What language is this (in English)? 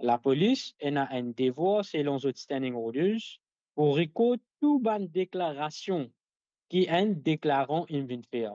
Morisyen